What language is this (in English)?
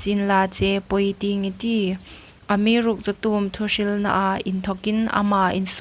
Hmar